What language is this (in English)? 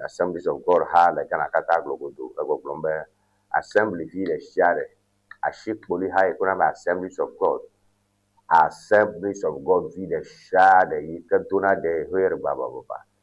Ewe